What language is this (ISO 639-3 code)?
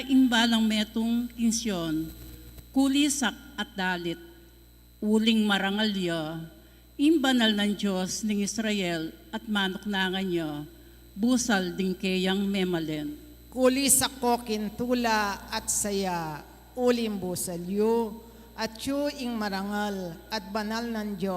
pam